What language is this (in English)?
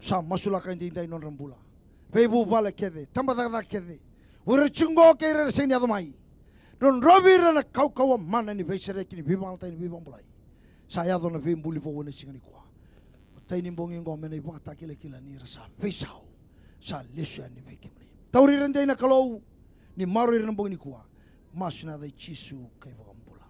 Fijian